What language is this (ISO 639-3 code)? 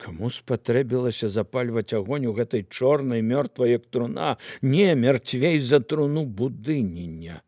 bel